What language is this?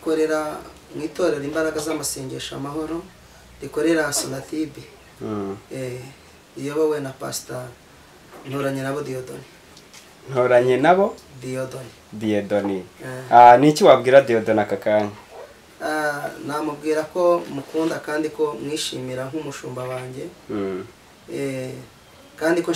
Kinyarwanda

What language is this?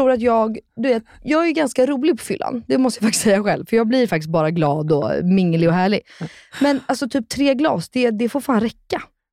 Swedish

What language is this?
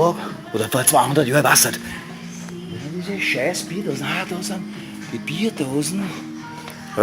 Bavarian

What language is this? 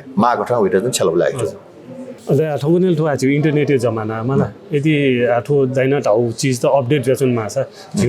Newari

